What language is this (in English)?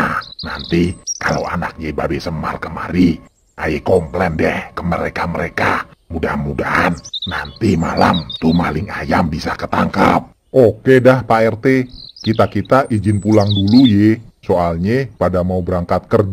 Betawi